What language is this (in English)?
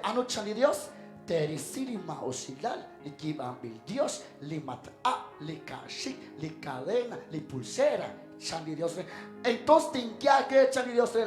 Kekchí